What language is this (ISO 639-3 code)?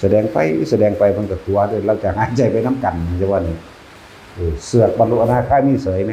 tts